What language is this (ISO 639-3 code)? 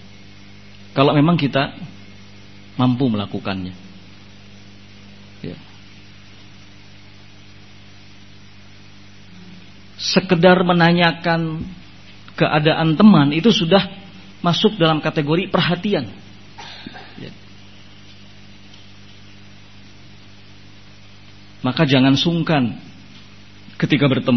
ind